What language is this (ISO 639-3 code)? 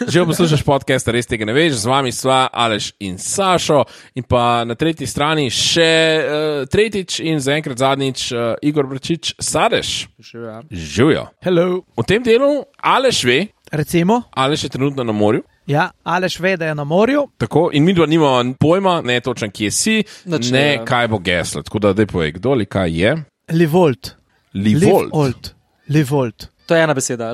slv